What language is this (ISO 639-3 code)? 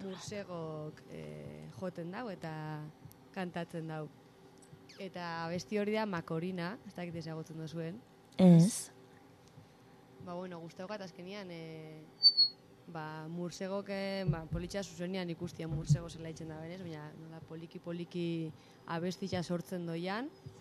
eus